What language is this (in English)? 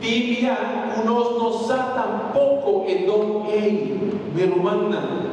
Papiamento